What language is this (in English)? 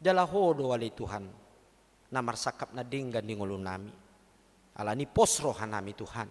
Batak Toba